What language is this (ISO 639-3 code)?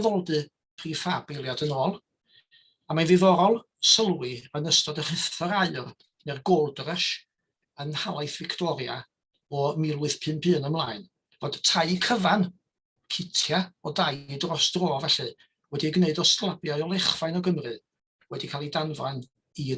cym